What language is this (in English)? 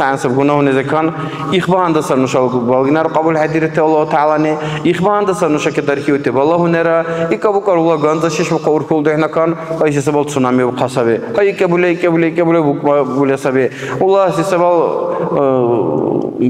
Dargwa